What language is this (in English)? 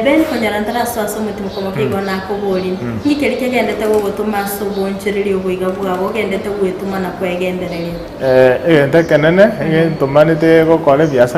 Gusii